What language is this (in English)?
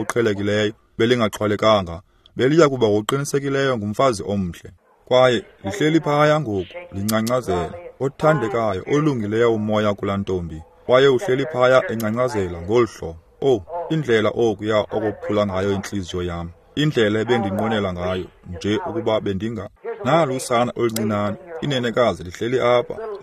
Xhosa